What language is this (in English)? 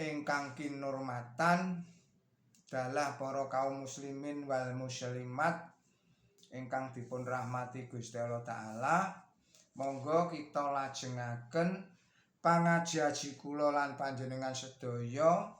Javanese